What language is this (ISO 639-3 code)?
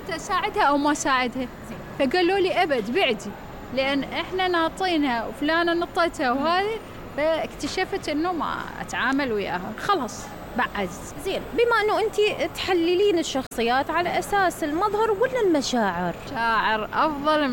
acm